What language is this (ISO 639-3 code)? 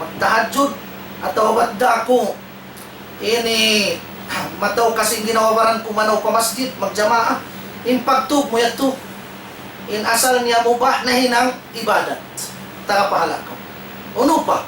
tsg